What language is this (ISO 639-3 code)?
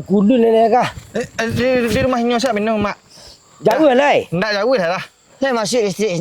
min